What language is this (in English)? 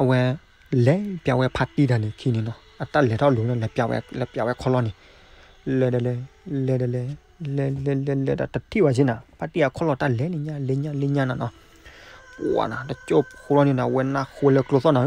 S'gaw Karen